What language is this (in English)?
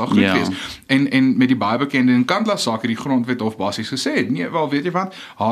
Afrikaans